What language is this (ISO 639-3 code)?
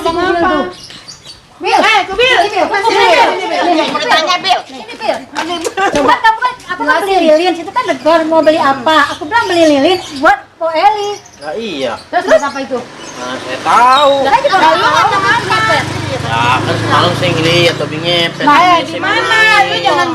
bew